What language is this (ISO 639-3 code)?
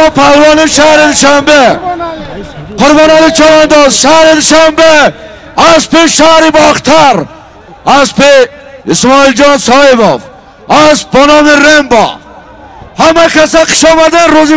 tgk